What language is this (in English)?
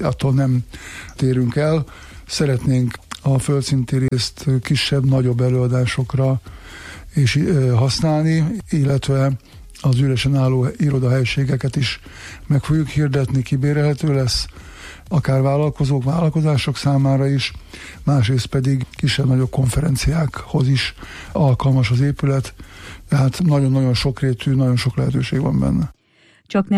Hungarian